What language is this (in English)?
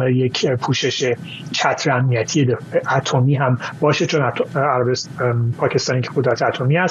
Persian